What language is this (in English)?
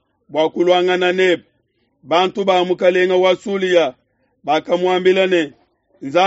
Luba-Lulua